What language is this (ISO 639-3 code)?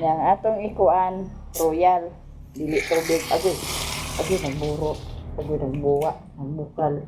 ceb